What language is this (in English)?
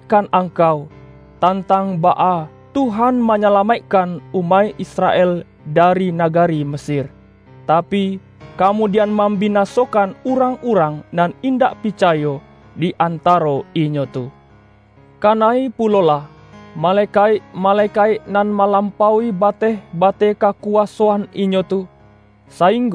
Minangkabau